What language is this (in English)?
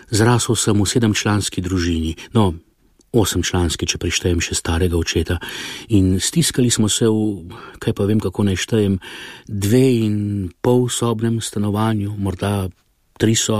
Slovenian